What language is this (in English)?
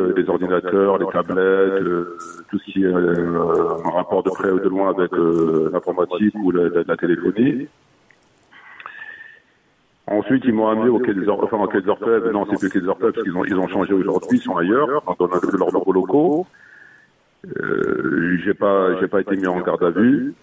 French